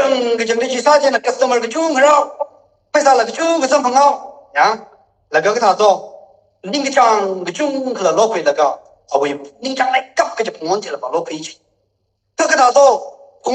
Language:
Tangkhul Naga (India)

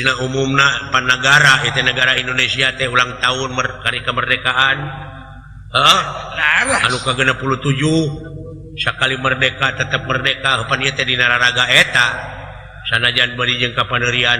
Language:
Sundanese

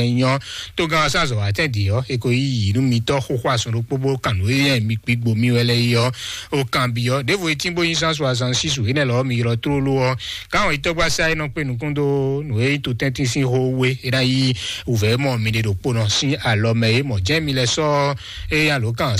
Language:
Fon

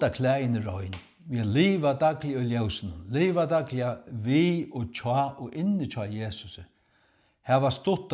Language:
Faroese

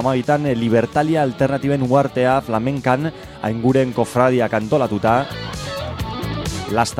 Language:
Basque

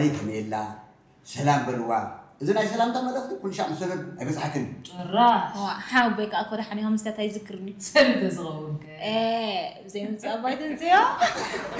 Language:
Tigrinya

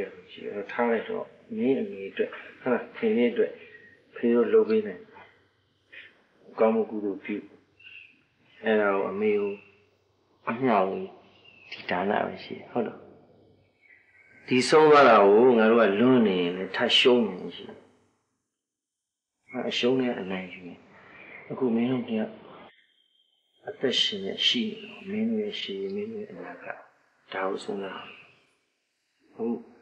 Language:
Burmese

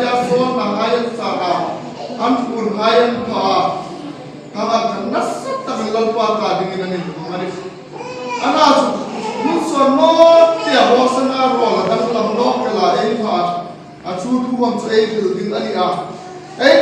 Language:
Hmar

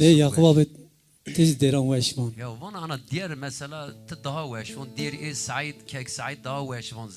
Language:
Zaza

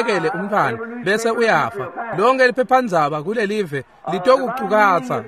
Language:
Swati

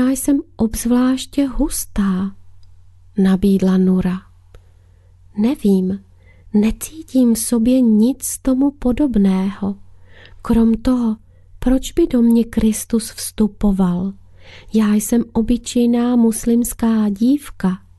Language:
Czech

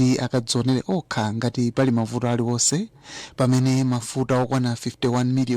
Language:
Nyanja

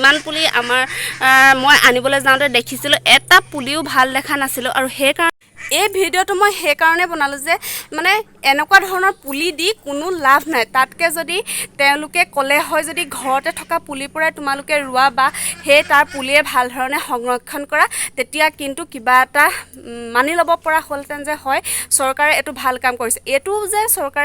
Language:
Assamese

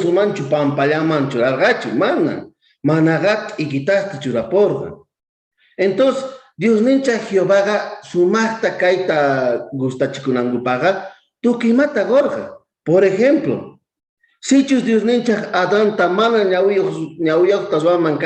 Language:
South Bolivian Quechua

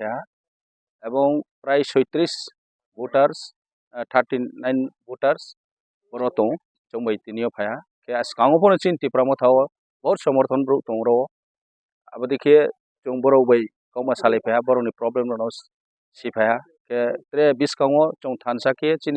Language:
Kok Borok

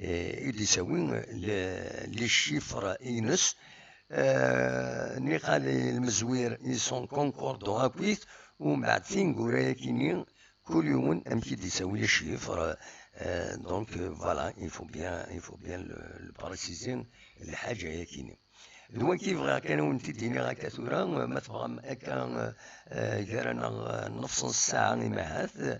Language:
Kabyle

